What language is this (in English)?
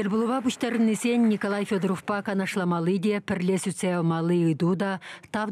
Chuvash